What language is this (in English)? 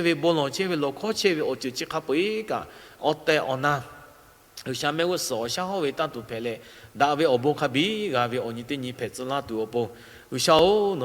Lahu